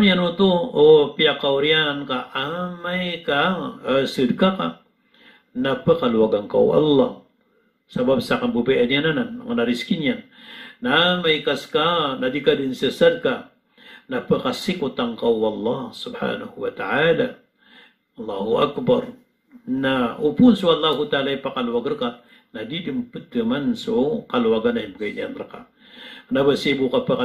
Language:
Maranao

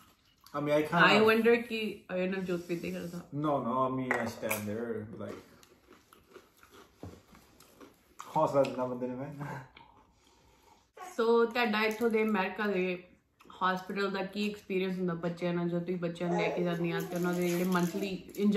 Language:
Punjabi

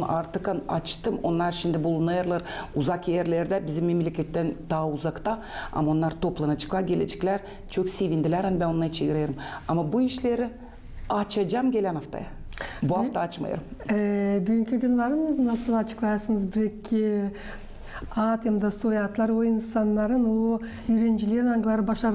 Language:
Gagauz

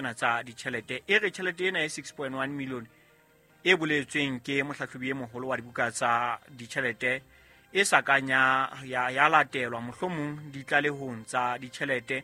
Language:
Southern Sotho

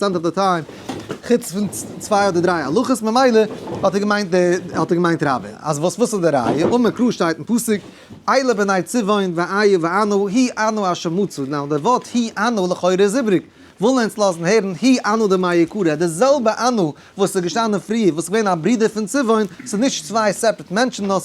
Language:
Yiddish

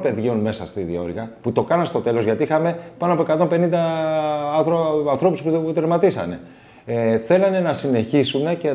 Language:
Greek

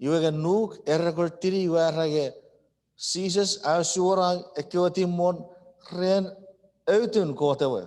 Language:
Chuukese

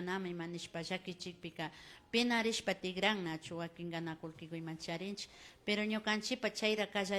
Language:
Imbabura Highland Quichua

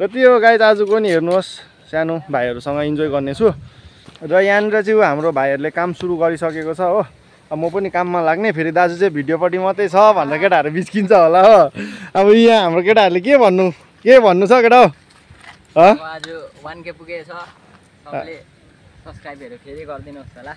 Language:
Nepali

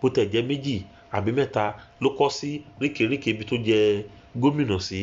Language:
Yoruba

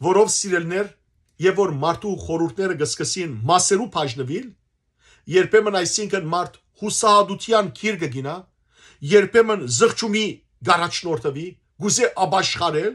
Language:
Western Armenian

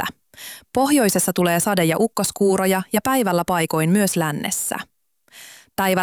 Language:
Finnish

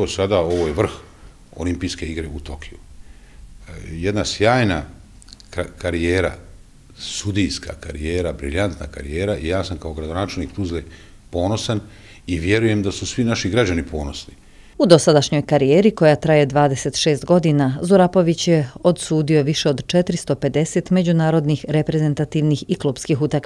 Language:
Bosnian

